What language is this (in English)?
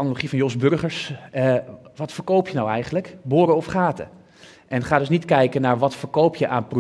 Dutch